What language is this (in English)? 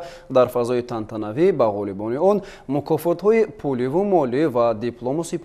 Tajik